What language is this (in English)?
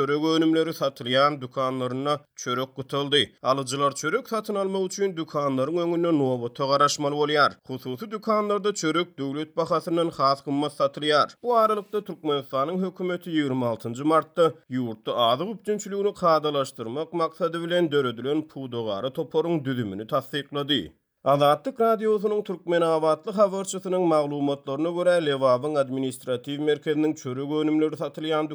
Turkmen